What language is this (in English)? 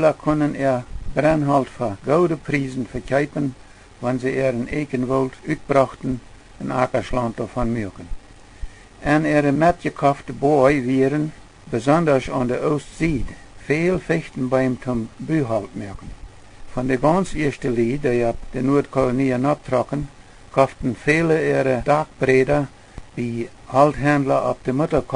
Plautdietsch